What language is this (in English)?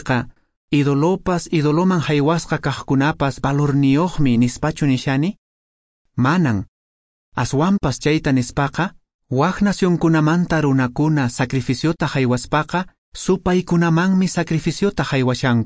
Quechua